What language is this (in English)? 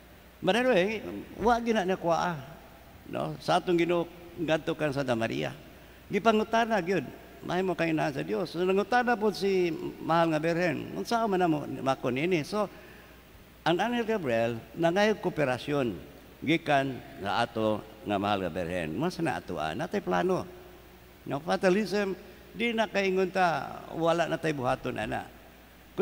Cebuano